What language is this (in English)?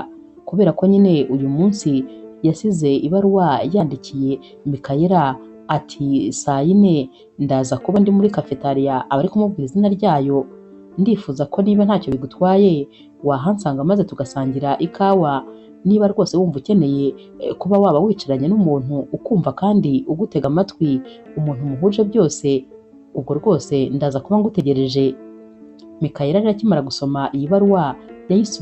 Kinyarwanda